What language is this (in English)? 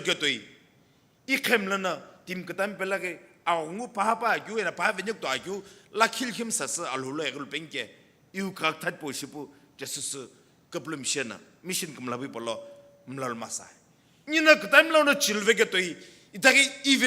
Sumi Naga